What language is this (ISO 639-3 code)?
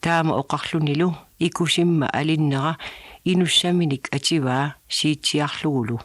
kal